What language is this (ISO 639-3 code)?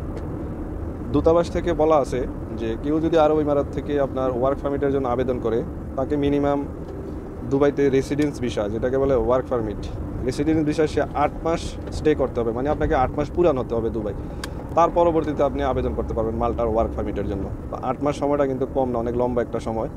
ben